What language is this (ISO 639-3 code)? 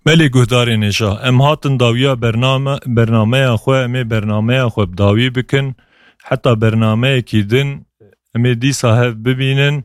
kur